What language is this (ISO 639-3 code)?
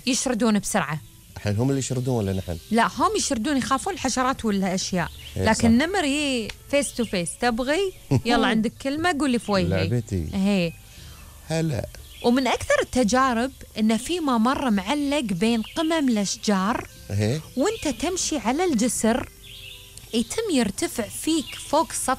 afb